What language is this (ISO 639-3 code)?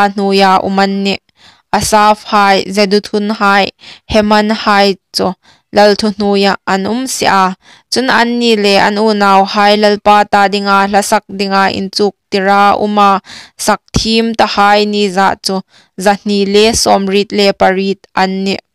hmr